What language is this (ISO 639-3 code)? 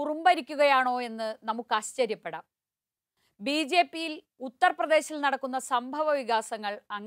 mal